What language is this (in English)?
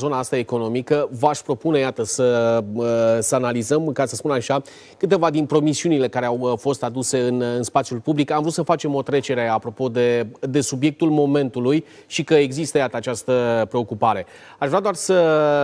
Romanian